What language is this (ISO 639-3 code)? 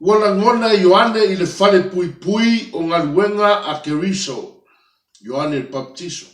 smo